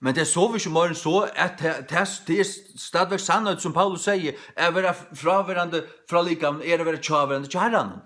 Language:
Faroese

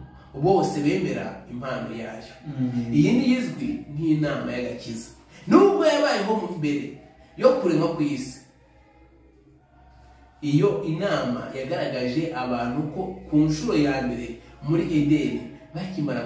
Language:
Kinyarwanda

